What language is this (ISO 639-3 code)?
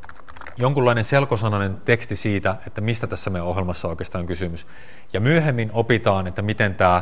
fin